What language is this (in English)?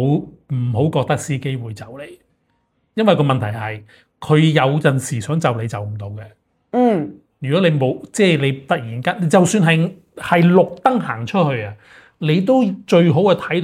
Cantonese